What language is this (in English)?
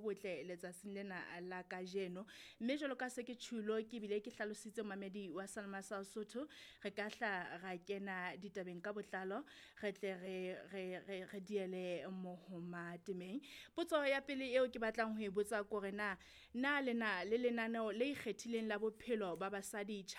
Southern Sotho